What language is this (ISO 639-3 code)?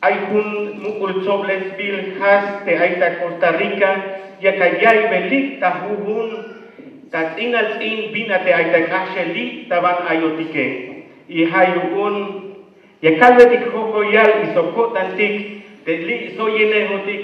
tzh